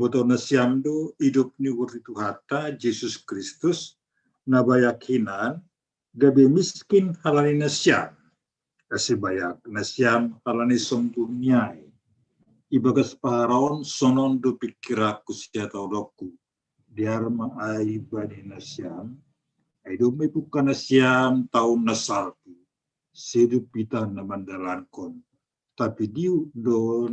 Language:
Batak Simalungun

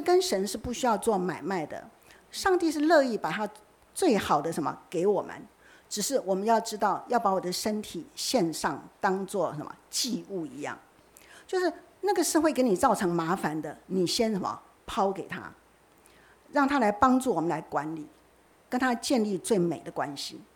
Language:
Chinese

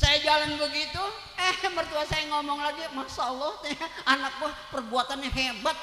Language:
Betawi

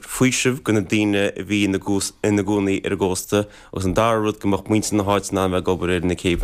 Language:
Irish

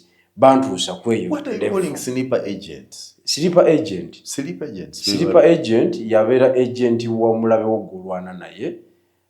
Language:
Ganda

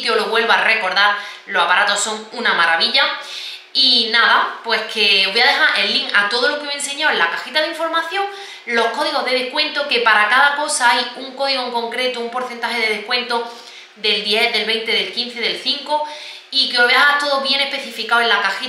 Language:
Spanish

